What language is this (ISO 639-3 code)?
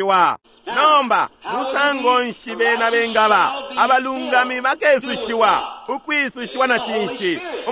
bem